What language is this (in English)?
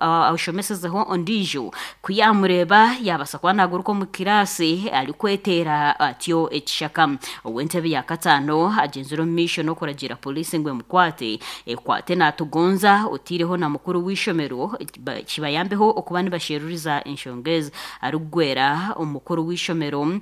Nyankole